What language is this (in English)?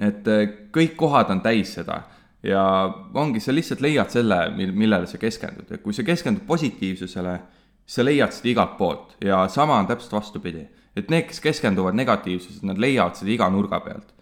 Estonian